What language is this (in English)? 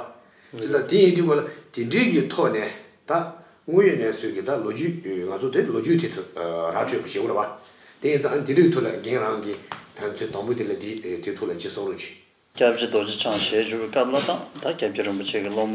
Tibetan